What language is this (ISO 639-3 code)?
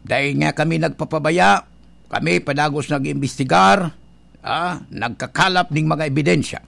bik